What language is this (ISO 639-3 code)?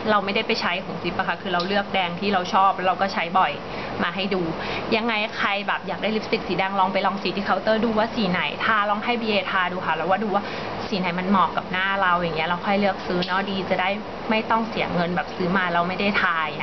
tha